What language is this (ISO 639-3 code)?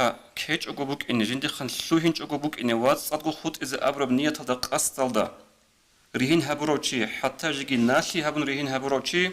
ava